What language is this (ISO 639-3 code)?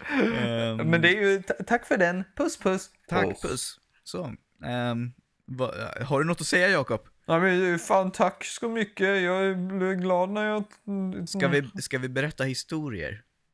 swe